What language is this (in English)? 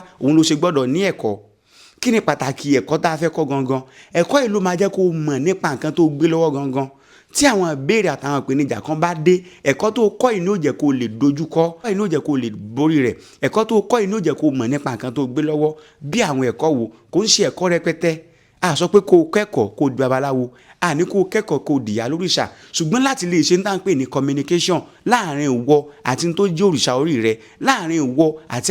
Yoruba